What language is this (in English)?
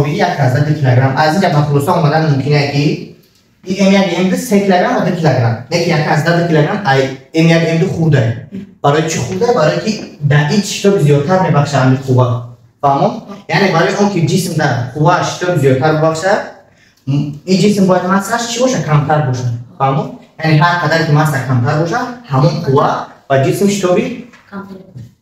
Tajik